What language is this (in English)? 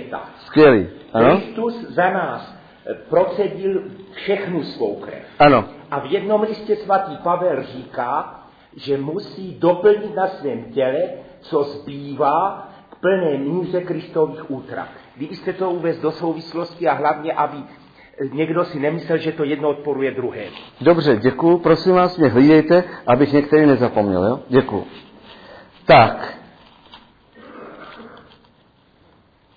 Czech